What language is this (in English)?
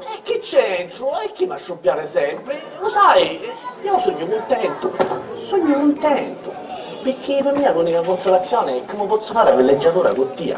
Sicilian